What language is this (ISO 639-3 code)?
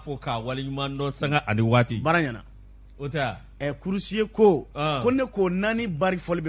bam